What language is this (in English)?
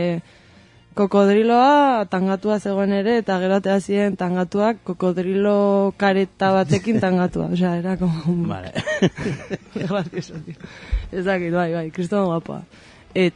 Basque